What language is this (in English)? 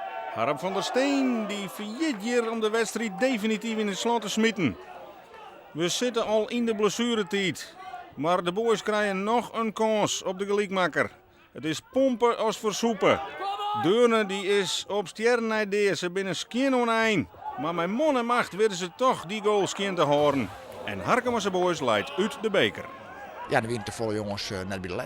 Western Frisian